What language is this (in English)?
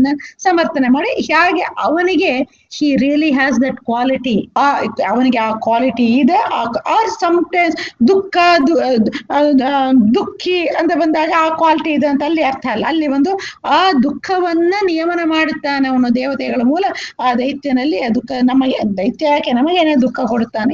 Kannada